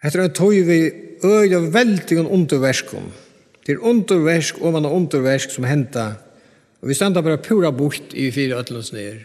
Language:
Faroese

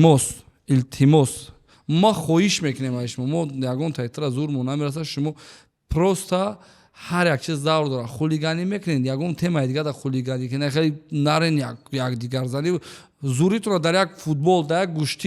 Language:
Tajik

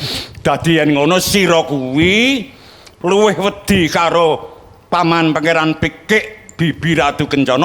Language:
Javanese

